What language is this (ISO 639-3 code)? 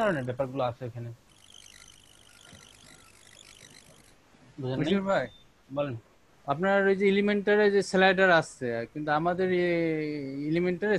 ben